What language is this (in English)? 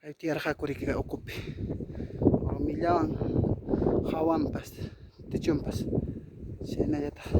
Ayacucho Quechua